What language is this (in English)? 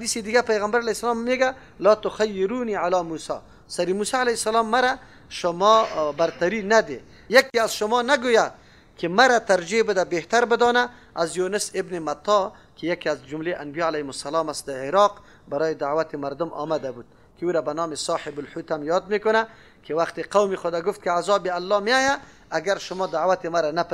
Persian